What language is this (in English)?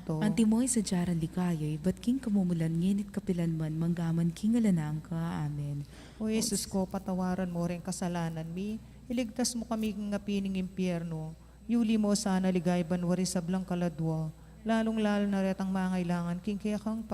Pampanga